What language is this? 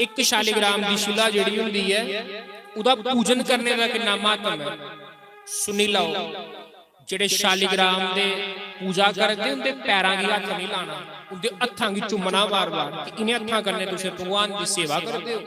Dogri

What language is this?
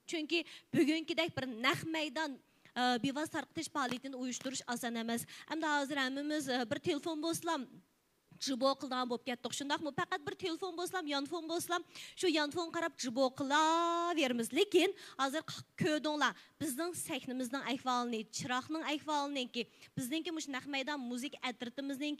Uyghur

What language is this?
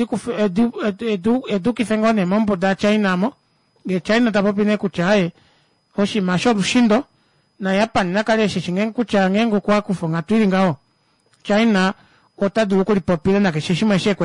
Kuanyama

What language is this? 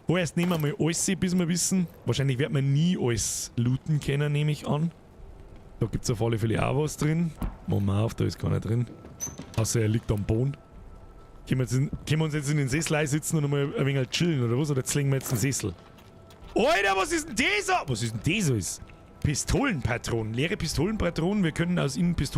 Bavarian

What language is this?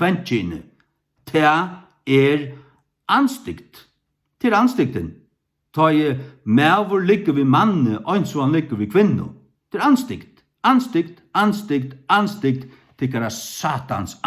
Faroese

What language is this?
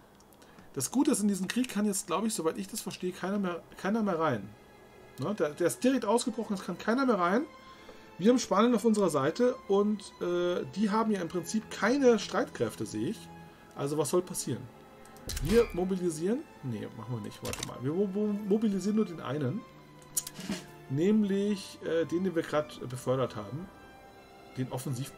German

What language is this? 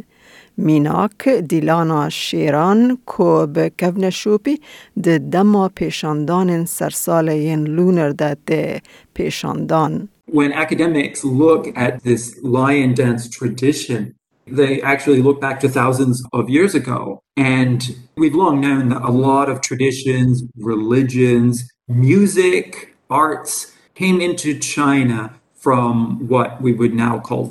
Kurdish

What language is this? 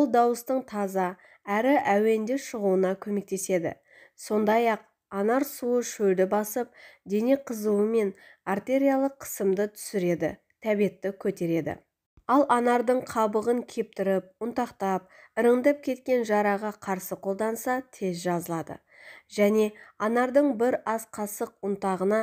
Kazakh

